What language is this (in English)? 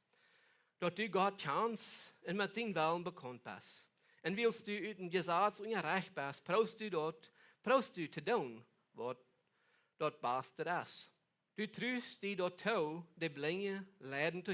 Plautdietsch